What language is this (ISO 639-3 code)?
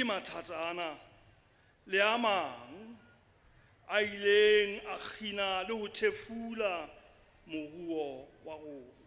sot